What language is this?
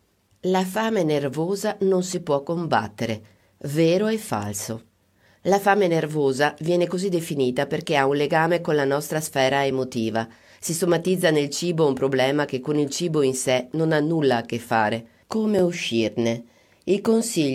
Italian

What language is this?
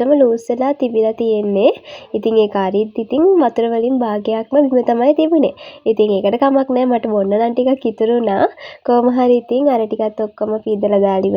Sinhala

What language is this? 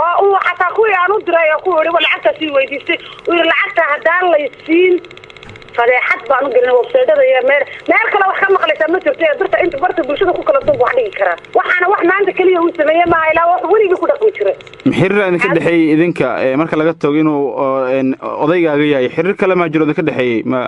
Somali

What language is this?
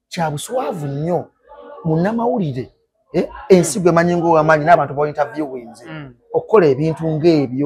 Ganda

